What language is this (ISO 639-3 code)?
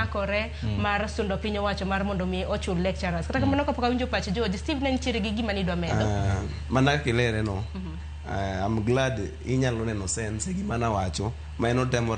luo